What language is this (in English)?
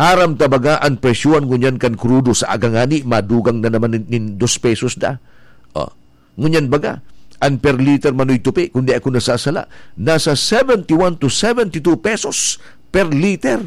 Bikol